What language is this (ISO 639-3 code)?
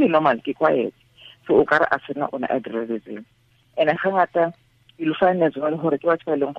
tsn